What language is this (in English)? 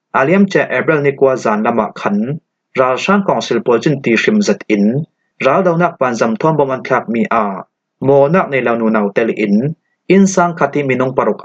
Falam Chin